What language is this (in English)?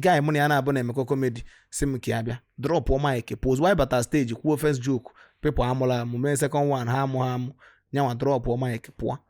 Igbo